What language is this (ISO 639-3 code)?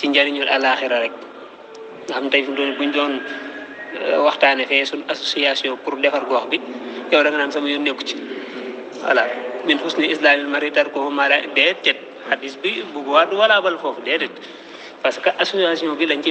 wol